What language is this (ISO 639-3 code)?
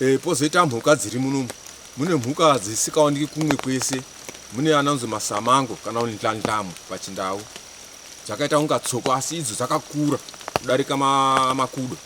sna